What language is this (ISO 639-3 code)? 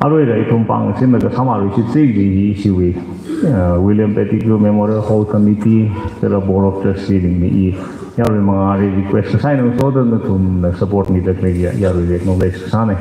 nmf